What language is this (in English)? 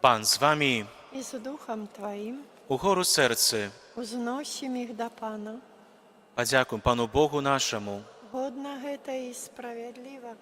Belarusian